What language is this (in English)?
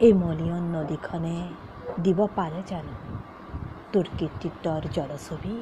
Assamese